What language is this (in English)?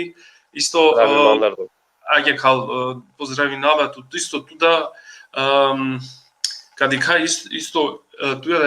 Balkan Romani